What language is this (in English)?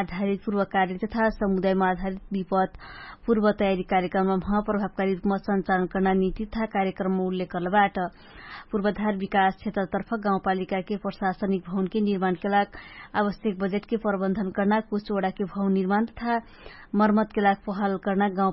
Dangaura Tharu